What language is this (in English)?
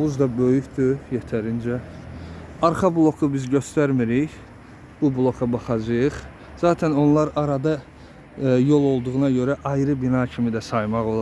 Azerbaijani